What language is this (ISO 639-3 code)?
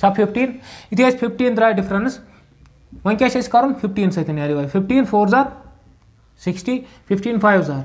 kas